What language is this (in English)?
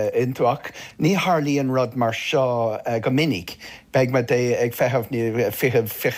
Irish